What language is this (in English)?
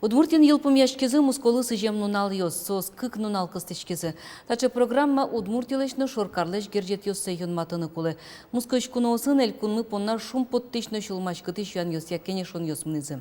Udmurt